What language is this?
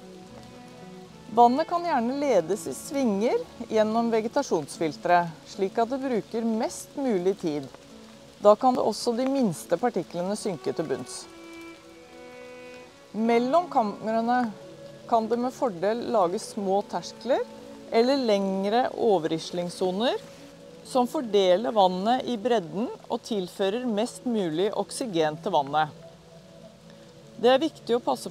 Norwegian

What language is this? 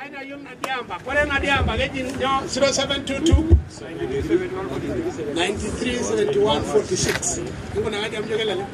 Masai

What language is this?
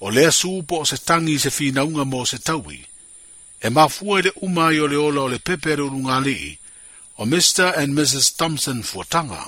Samoan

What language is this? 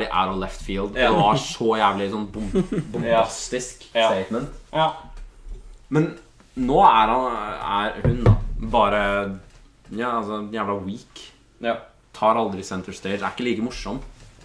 Norwegian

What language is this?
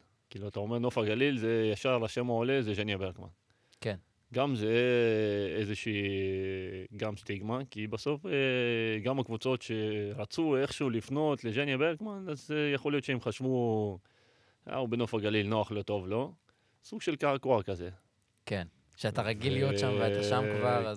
Hebrew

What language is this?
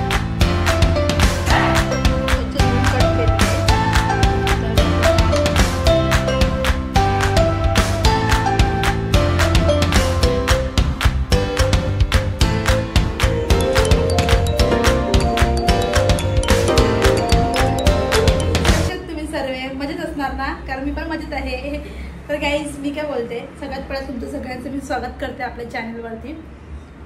Marathi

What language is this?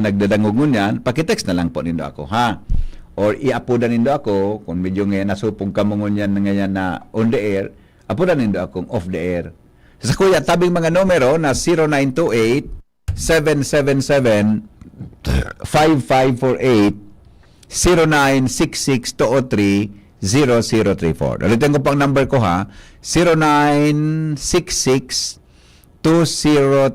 Bikol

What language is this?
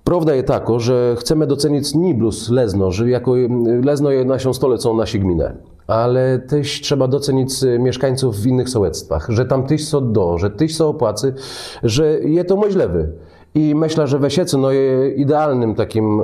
Kashubian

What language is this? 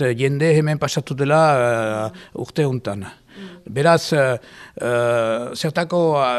Basque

